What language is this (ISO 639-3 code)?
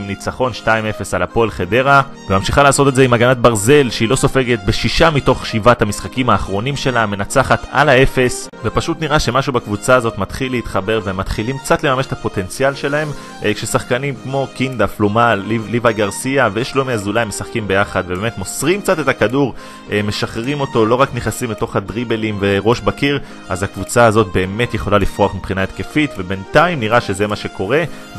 heb